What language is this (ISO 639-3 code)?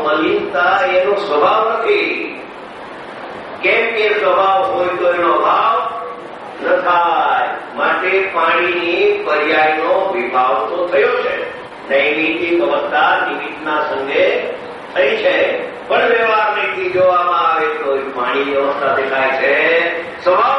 guj